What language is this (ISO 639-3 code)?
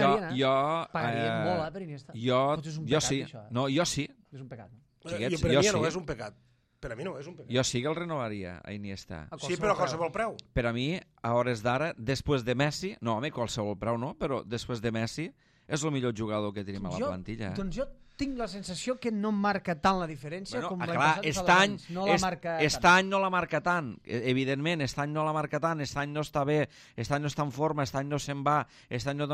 cat